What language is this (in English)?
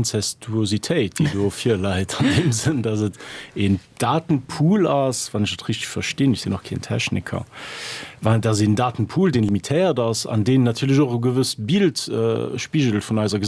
Luxembourgish